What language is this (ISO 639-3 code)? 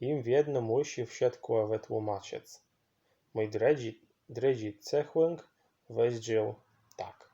szl